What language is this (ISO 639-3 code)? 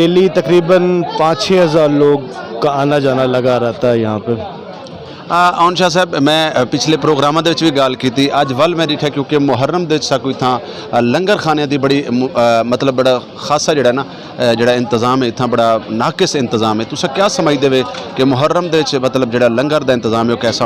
skr